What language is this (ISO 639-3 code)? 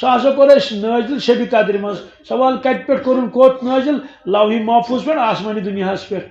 kas